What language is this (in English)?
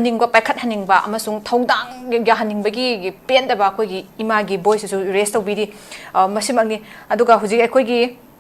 Manipuri